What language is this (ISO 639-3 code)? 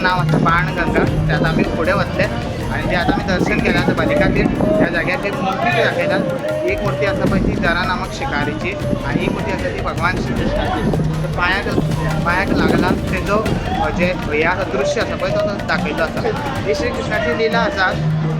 kok